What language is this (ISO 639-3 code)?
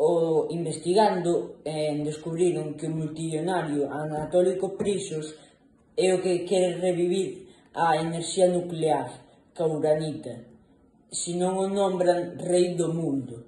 glg